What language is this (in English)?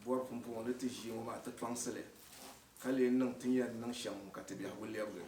Dagbani